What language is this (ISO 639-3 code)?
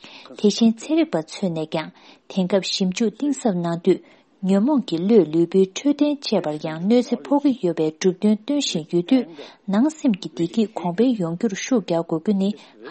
bod